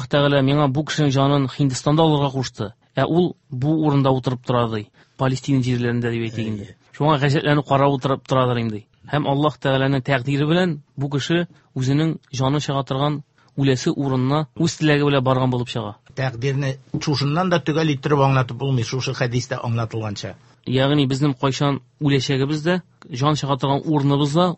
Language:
Tatar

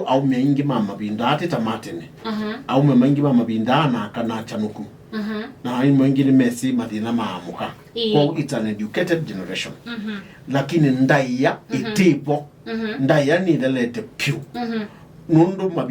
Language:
Kamba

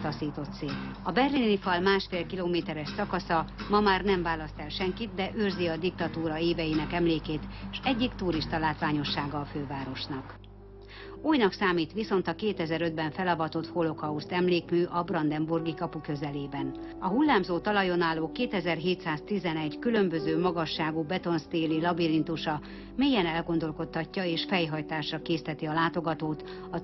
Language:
Hungarian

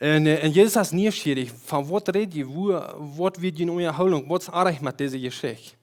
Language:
Plautdietsch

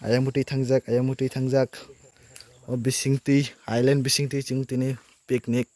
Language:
Kok Borok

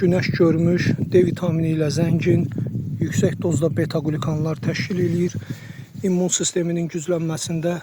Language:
Azerbaijani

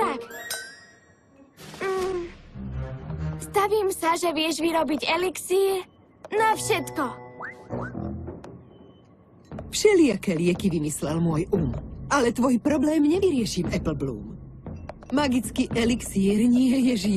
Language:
Slovak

